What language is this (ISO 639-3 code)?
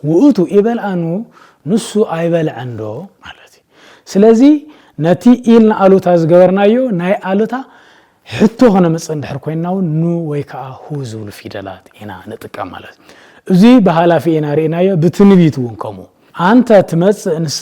tir